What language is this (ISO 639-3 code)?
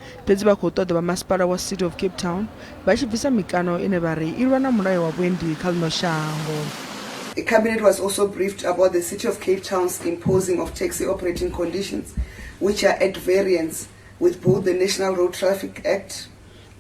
ven